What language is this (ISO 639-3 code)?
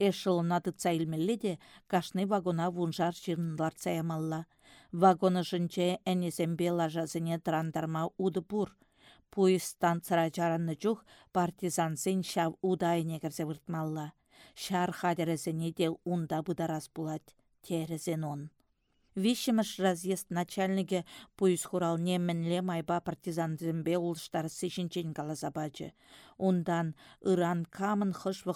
chv